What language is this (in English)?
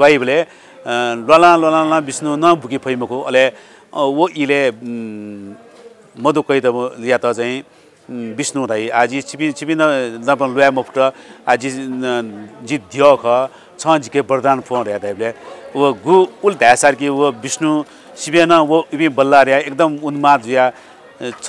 Newari